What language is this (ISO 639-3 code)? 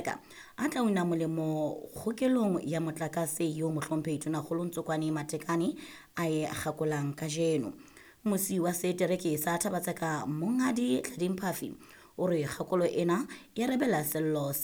sot